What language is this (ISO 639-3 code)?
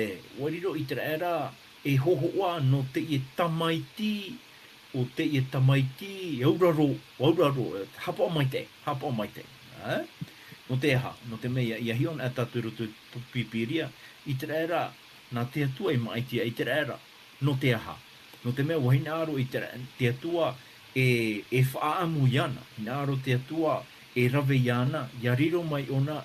tah